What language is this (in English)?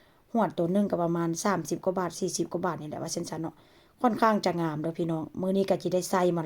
Northeastern Thai